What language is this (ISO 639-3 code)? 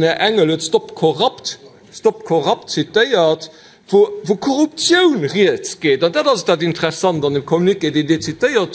ltz